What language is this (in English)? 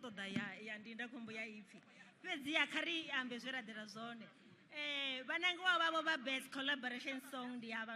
Venda